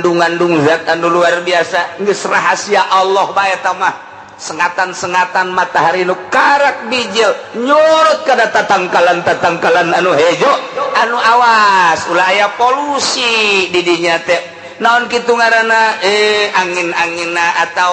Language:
Sundanese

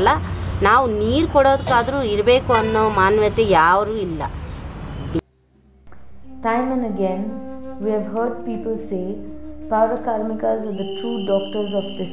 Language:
Kannada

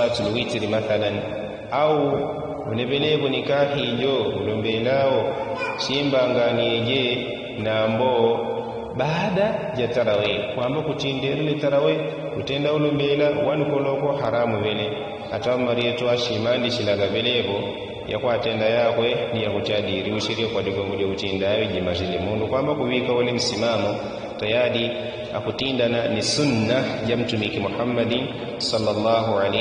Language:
Yao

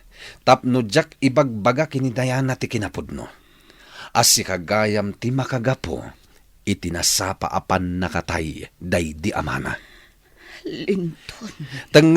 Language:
Iloko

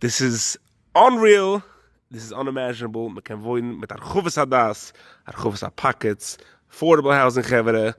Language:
Yiddish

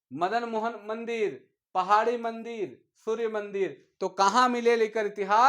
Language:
Sadri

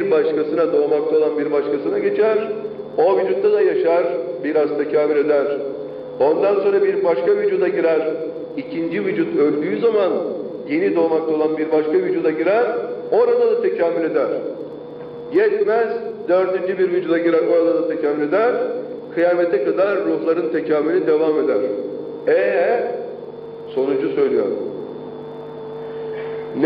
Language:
Turkish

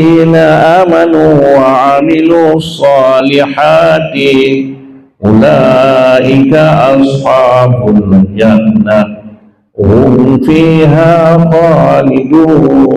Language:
Achinese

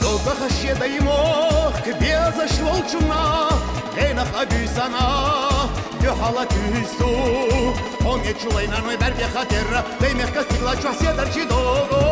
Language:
Chechen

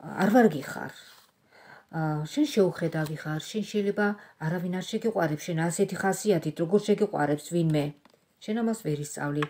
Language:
Georgian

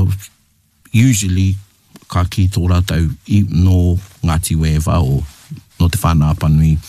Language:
Māori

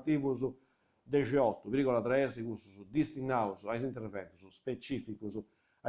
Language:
Sardinian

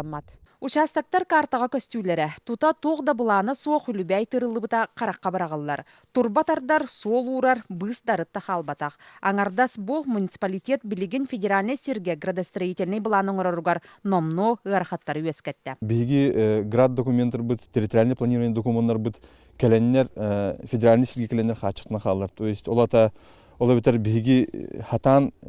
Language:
Yakut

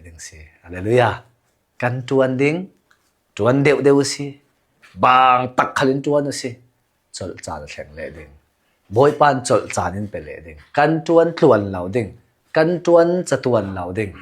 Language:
Hakha Chin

